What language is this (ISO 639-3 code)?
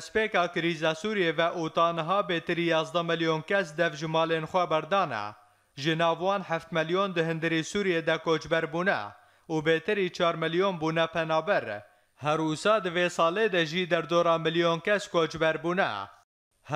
kur